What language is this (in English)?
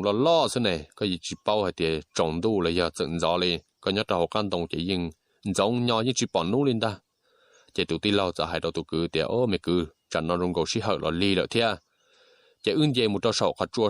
Hmong